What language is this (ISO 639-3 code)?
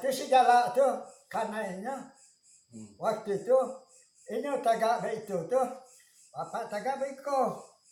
min